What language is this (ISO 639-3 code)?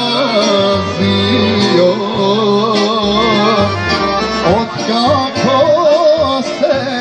hrv